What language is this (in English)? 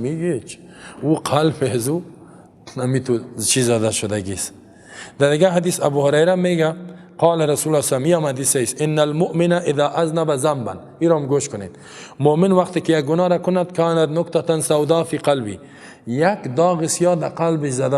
Persian